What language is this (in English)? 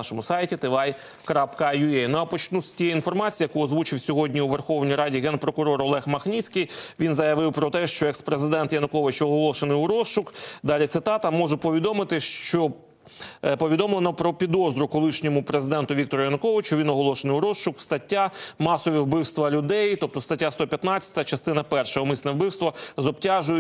Ukrainian